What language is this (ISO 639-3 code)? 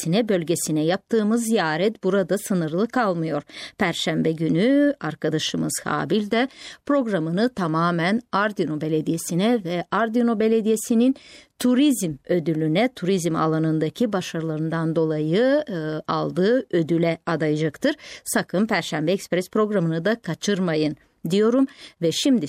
tur